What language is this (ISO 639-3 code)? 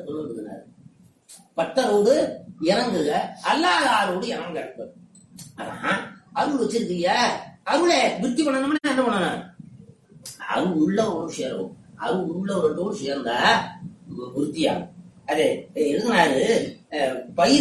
tam